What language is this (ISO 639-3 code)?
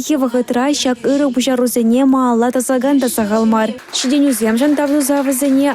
chv